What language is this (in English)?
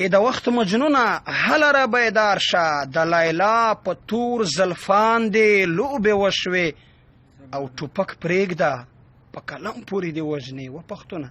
Pashto